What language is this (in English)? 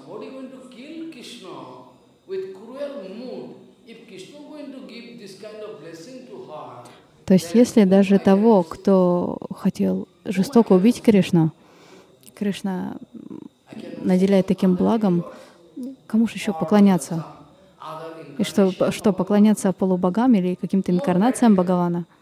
Russian